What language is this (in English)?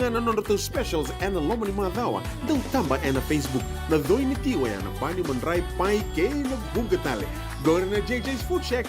Fijian